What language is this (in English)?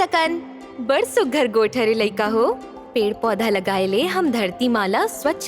Chhattisgarhi